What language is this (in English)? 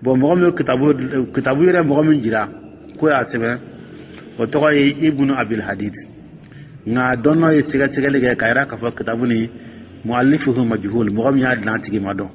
Dyula